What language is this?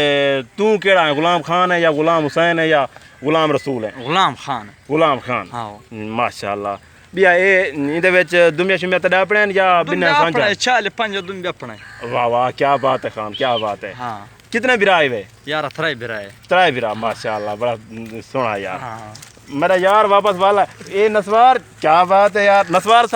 Saraiki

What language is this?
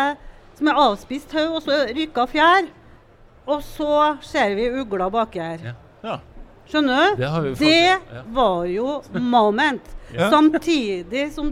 Norwegian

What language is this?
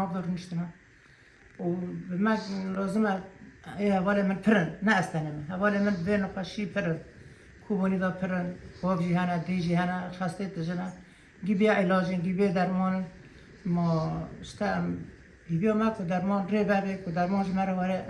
Kurdish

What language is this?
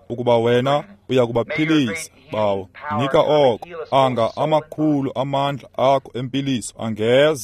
Xhosa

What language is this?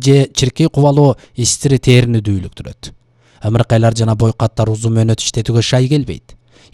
Kyrgyz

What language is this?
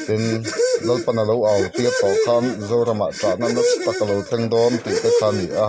Mizo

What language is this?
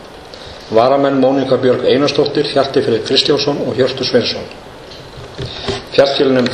Icelandic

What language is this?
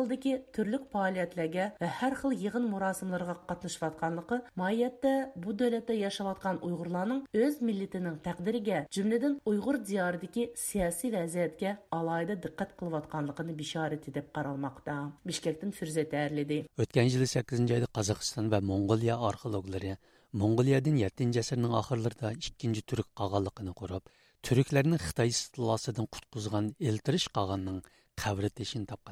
Uyghur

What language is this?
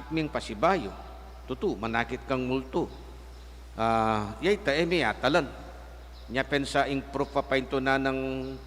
Pampanga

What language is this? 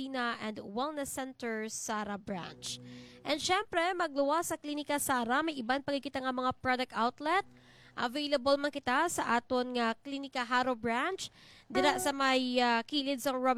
Hiligaynon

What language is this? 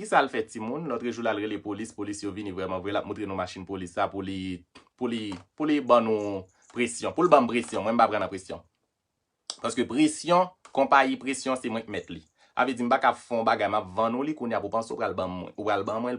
Haitian Creole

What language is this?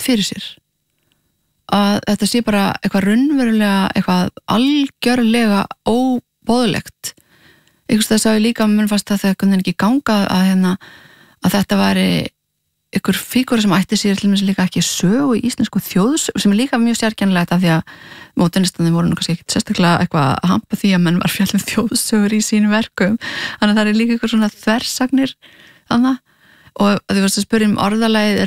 Icelandic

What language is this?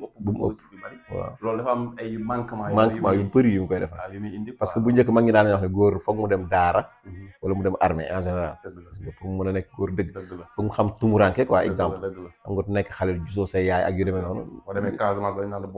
Wolof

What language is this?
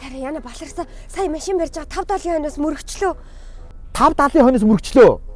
Mongolian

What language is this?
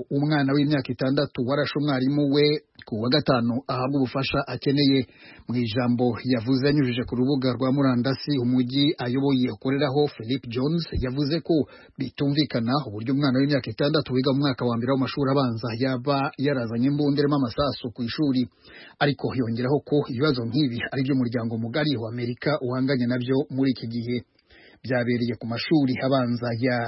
Kinyarwanda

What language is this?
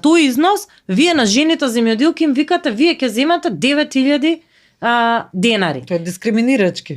Macedonian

